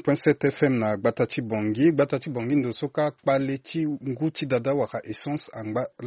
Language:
Sango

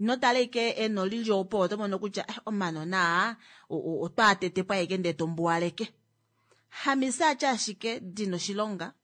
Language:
Kuanyama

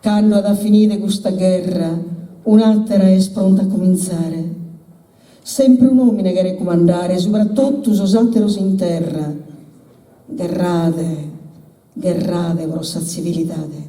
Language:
Sardinian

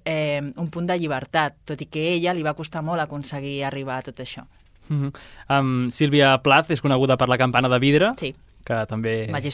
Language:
Catalan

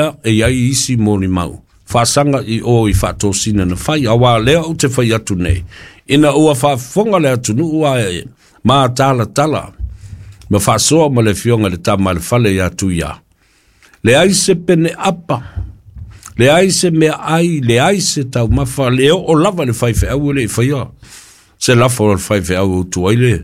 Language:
Samoan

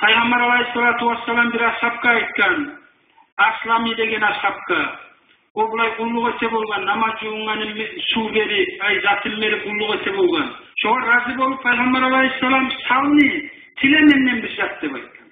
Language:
Kumyk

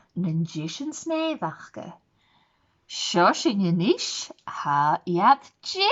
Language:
Scottish Gaelic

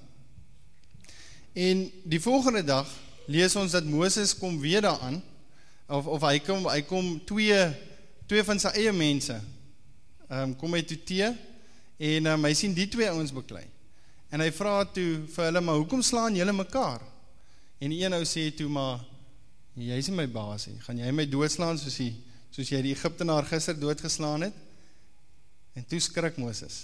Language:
Afrikaans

